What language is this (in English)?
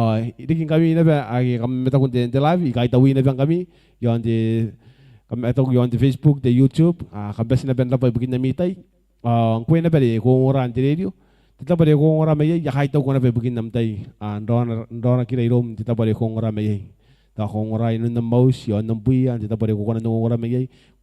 Gilbertese